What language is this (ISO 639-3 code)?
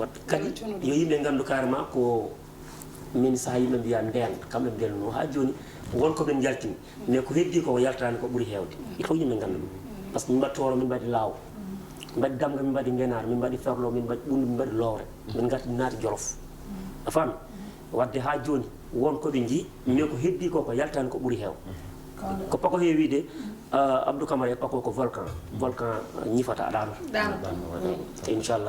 ful